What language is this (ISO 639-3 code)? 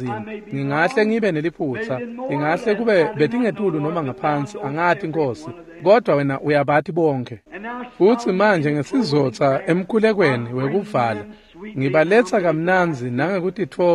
ssw